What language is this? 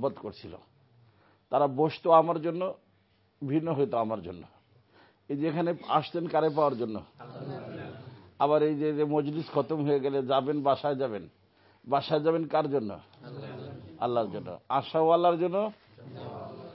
Bangla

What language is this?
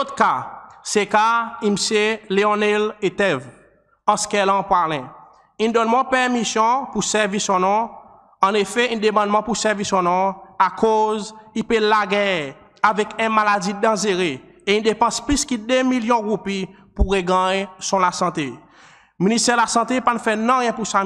Seselwa Creole French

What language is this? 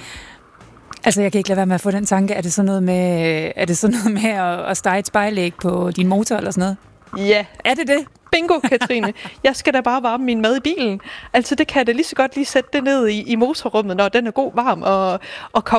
Danish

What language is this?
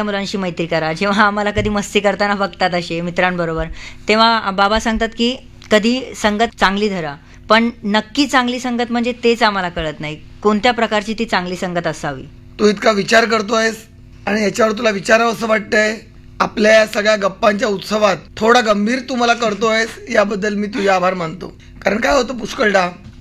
Marathi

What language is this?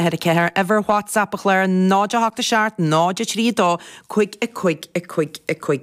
Irish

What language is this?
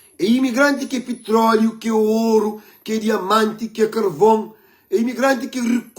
Kabuverdianu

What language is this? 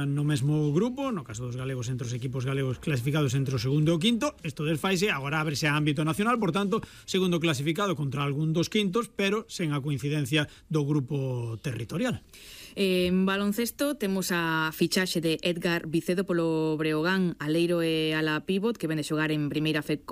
Galician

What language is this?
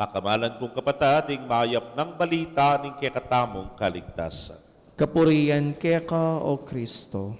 Pampanga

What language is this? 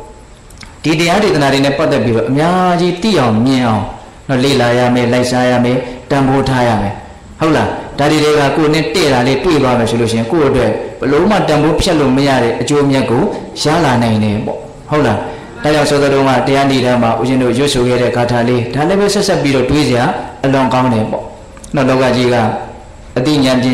Burmese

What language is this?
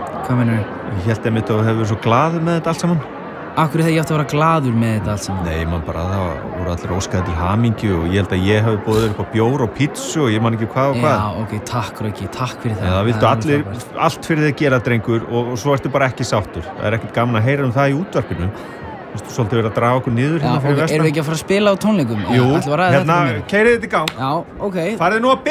Icelandic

